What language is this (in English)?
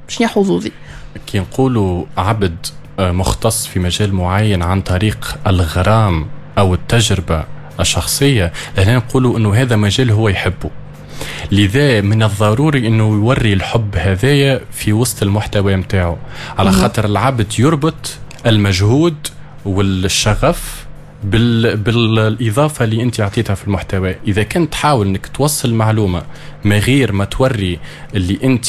Tunisian Arabic